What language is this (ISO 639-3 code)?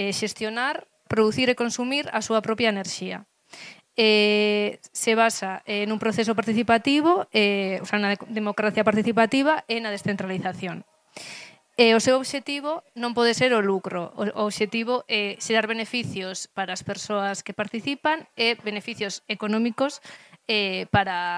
glg